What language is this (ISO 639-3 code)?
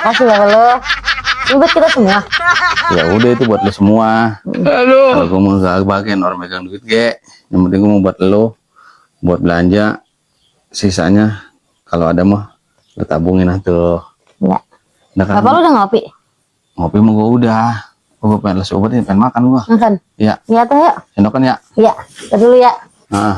bew